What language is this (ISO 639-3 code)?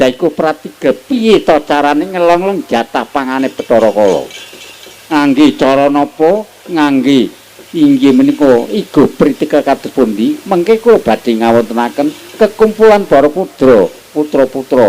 jav